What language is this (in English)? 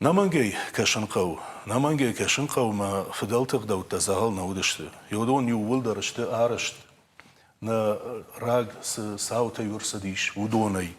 Ossetic